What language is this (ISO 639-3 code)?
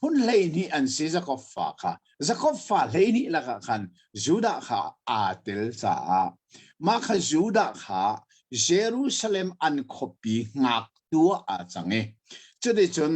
cnh